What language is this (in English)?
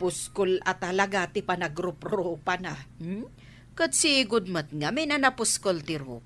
Iloko